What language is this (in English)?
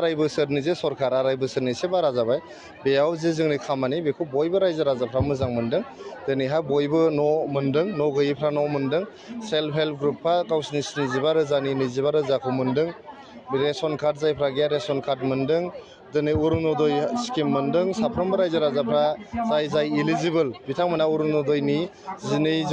Bodo